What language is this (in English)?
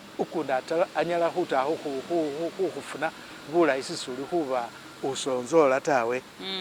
Masaaba